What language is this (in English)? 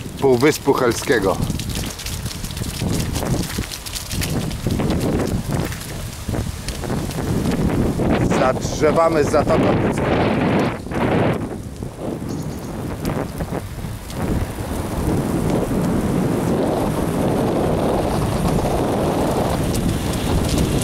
Polish